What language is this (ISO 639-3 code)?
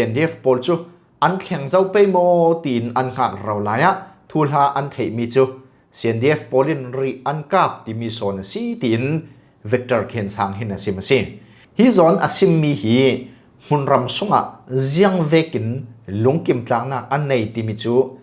cfm